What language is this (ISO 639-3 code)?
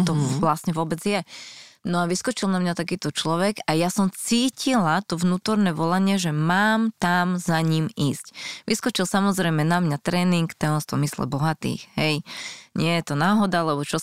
slk